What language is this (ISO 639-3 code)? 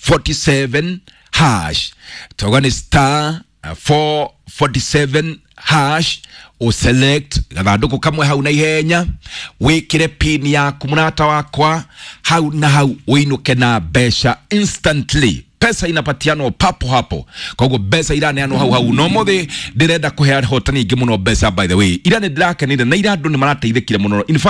kik